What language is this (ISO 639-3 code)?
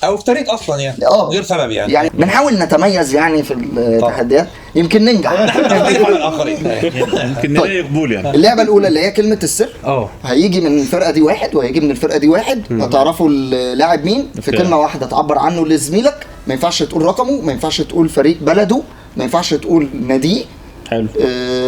arz